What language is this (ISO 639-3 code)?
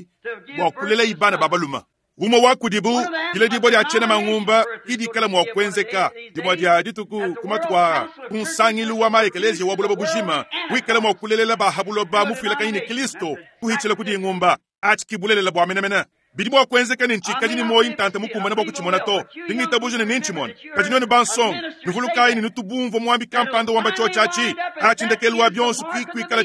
lua